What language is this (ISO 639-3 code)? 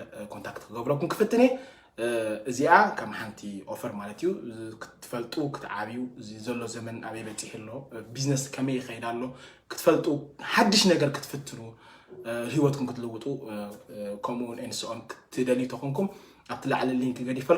tir